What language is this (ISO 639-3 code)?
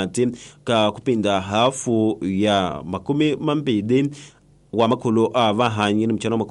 tso